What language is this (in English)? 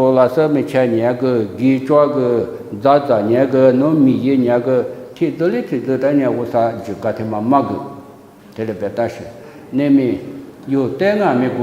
Lisu